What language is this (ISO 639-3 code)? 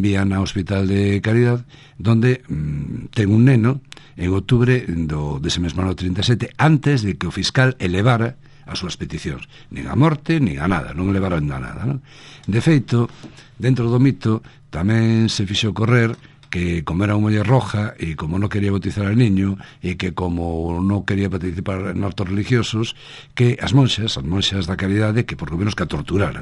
glg